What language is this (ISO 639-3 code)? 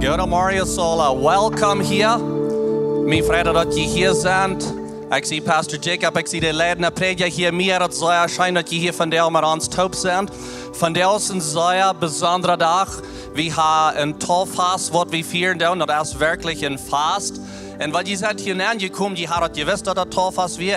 pdt